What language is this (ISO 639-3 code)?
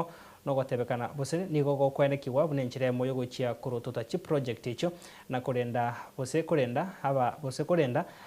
guz